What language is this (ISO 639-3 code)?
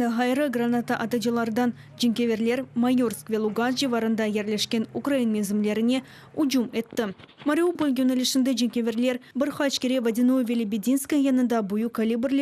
crh